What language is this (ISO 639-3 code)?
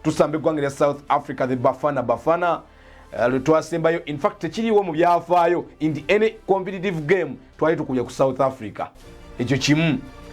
lug